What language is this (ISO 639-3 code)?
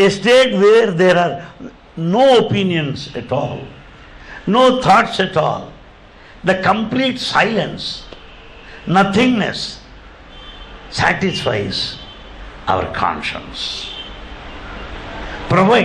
eng